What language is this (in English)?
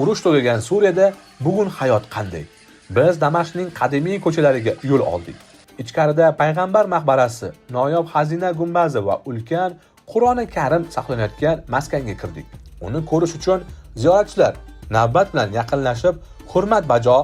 Uzbek